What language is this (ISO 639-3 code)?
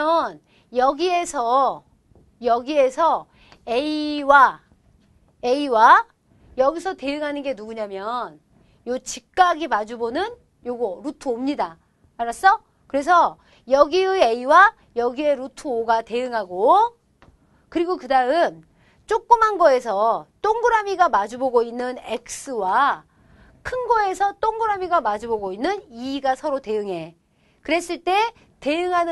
kor